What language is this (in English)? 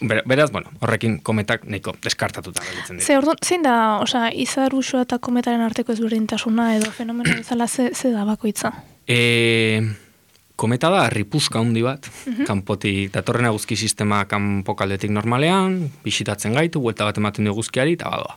Basque